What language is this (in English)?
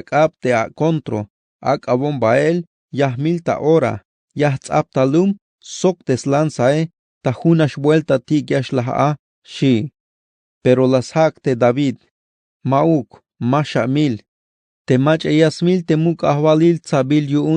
Tzeltal